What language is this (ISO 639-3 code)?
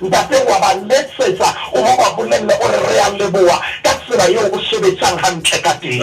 sot